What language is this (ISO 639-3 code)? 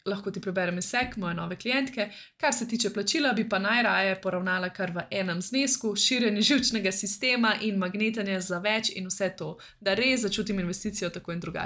slv